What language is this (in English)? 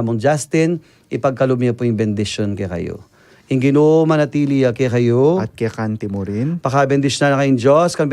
Pampanga